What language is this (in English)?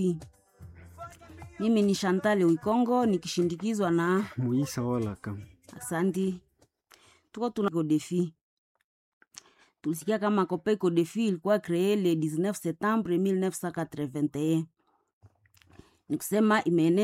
Swahili